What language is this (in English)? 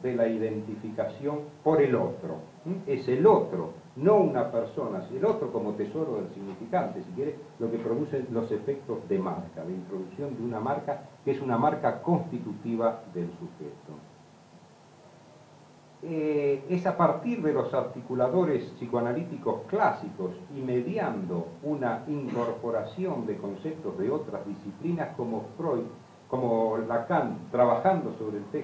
Spanish